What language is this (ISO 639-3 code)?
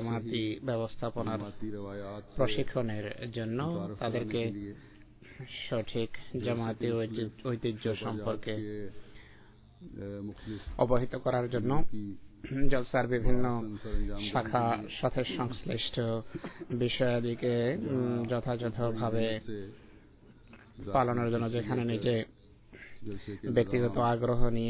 ben